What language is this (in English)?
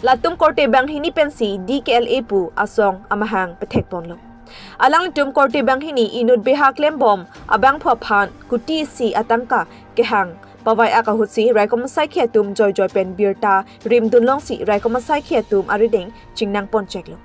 Karbi